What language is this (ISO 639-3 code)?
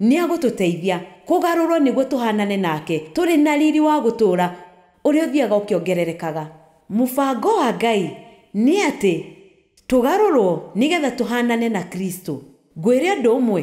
kik